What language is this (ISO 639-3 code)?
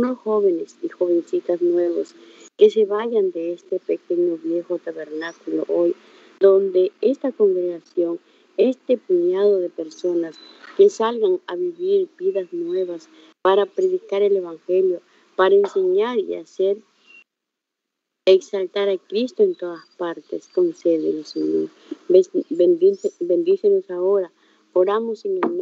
spa